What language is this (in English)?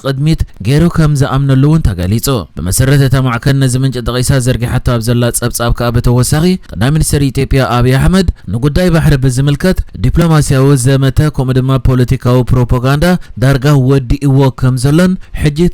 Tigrinya